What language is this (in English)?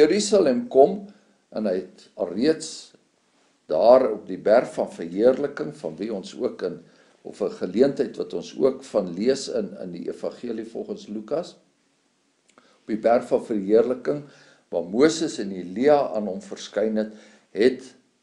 Afrikaans